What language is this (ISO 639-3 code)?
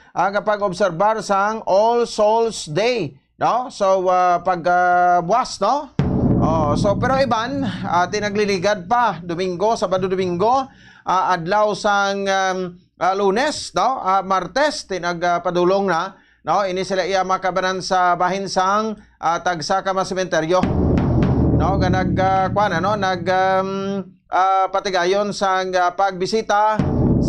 hil